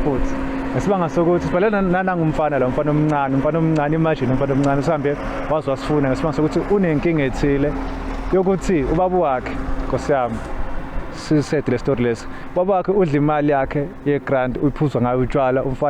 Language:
Zulu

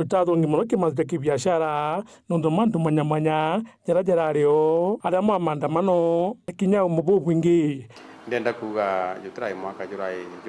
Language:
Meru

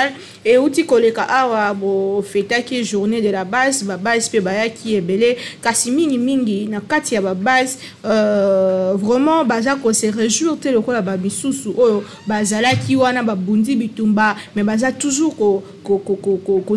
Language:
Lingala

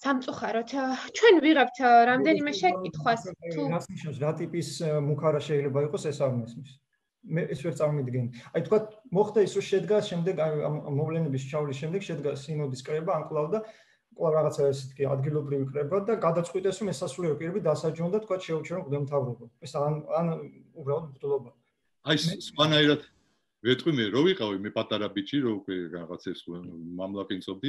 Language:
Georgian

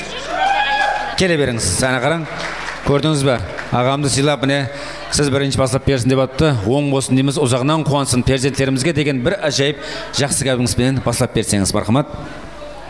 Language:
Kara-Kalpak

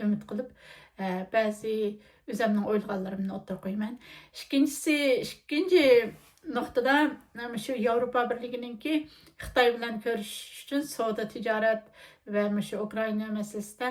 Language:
Uyghur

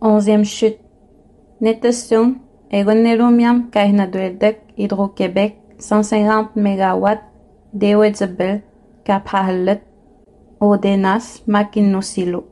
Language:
Innu-aimun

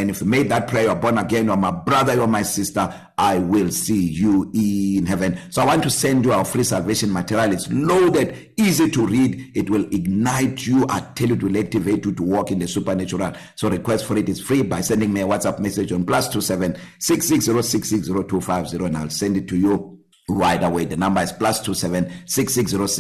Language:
English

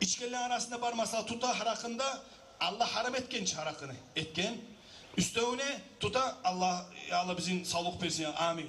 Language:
Kumyk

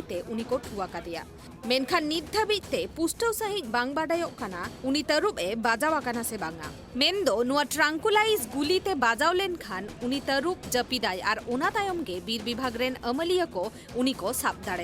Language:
Santali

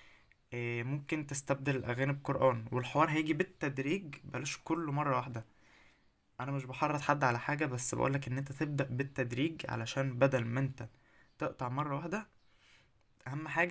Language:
Egyptian Arabic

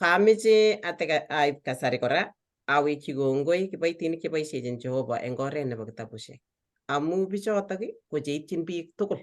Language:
Kalenjin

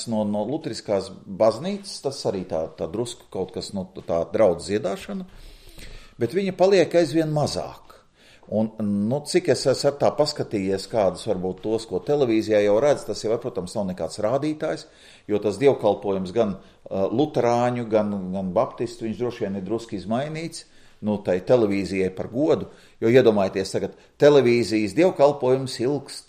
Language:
Latvian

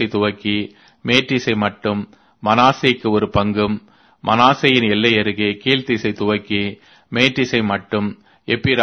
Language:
Tamil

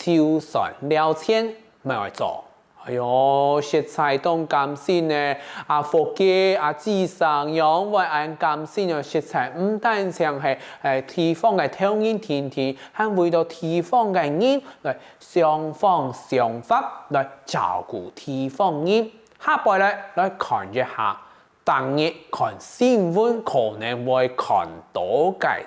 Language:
Hakka Chinese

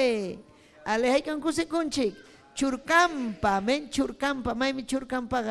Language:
Ayacucho Quechua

